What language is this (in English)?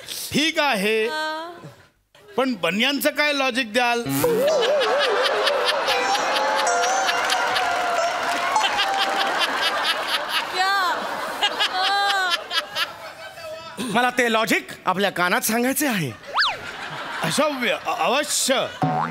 Marathi